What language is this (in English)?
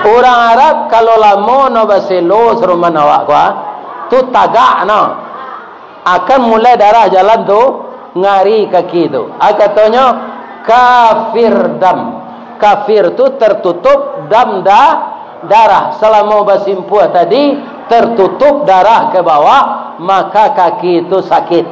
Minangkabau